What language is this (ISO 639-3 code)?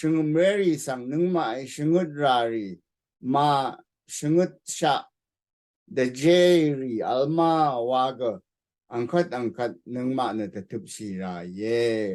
raw